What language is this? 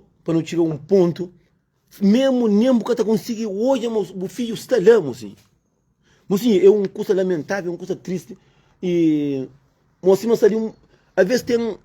Kabuverdianu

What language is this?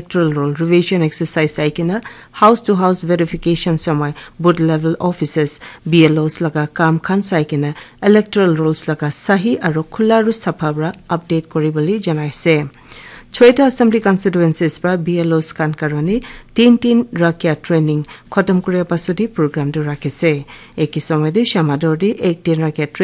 Naga Pidgin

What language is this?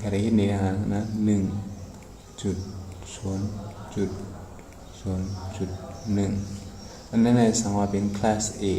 Shan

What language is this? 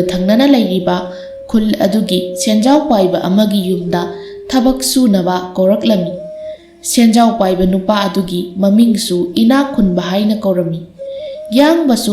Manipuri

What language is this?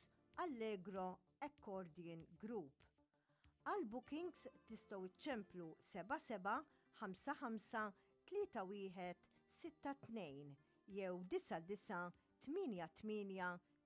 Maltese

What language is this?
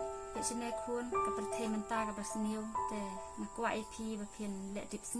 Khasi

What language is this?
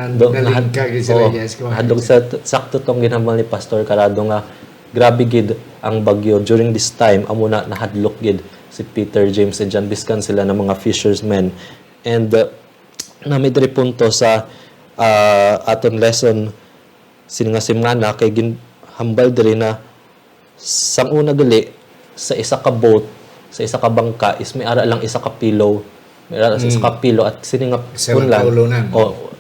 Hiligaynon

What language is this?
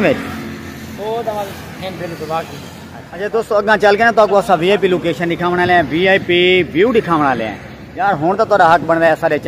Saraiki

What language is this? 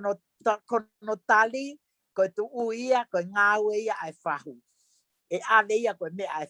Tongan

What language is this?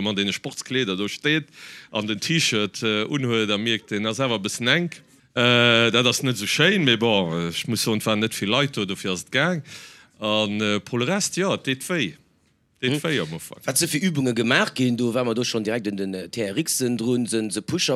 Luxembourgish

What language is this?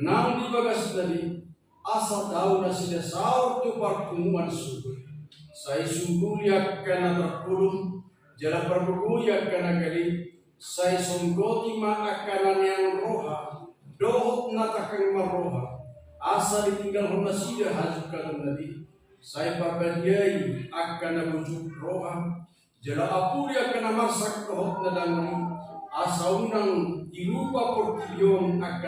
Batak Toba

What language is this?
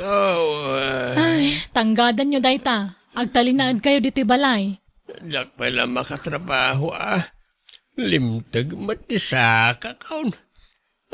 Iloko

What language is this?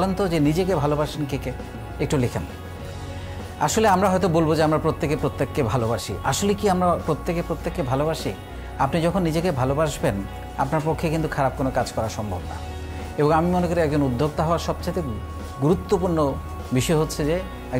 Bangla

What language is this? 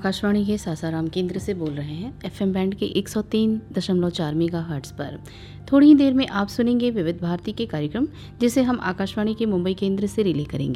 Hindi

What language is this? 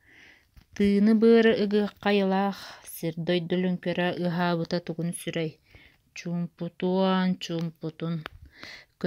Yakut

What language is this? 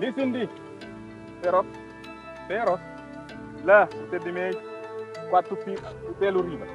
Kabuverdianu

